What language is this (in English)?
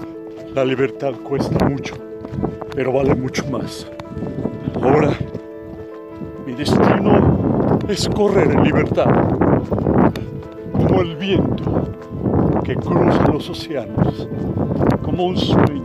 Spanish